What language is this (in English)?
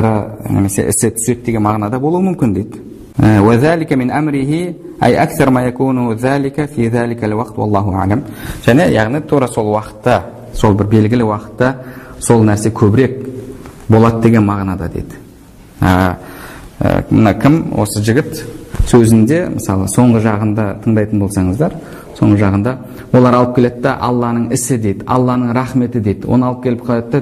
Kazakh